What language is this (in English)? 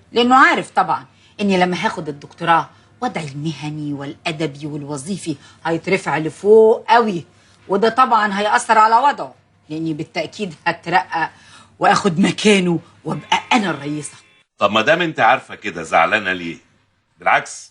Egyptian Arabic